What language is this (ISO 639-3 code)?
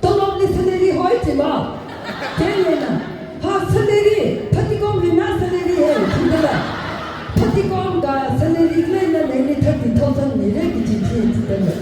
nmf